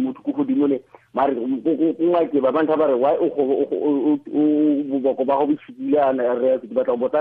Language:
Tswana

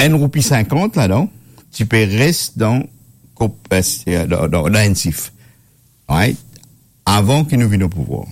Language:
Morisyen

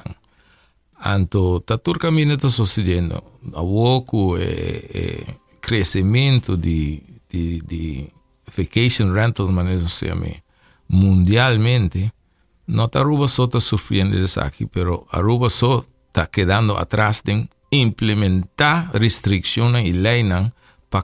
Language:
Papiamento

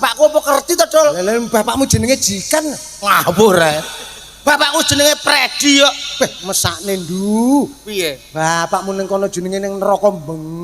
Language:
Javanese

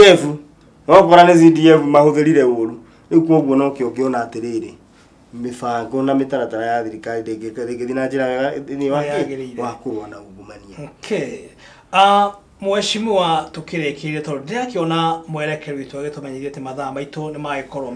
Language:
Kikuyu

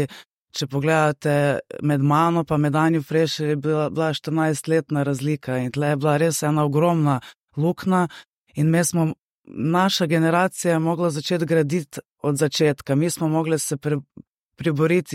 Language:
Slovenian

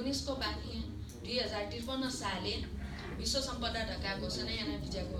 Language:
Newari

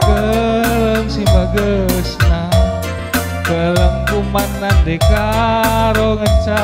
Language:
Batak Karo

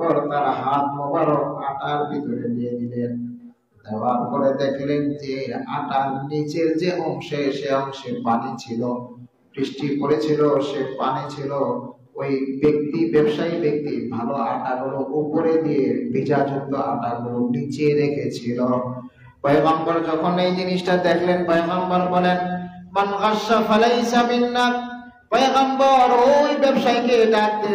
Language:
Bangla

